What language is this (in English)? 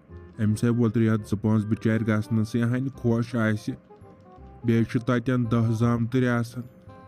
Kashmiri